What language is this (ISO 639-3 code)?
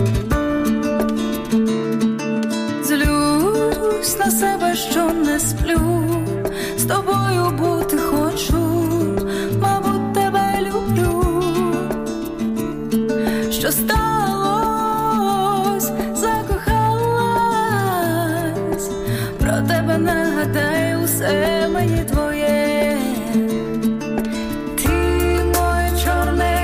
ukr